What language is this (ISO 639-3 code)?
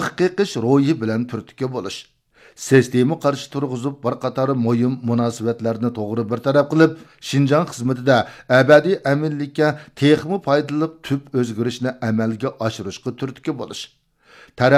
uig